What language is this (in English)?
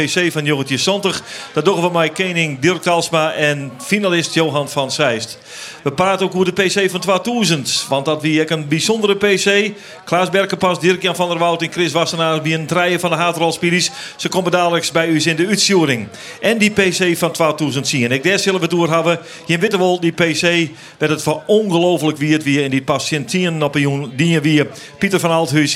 Western Frisian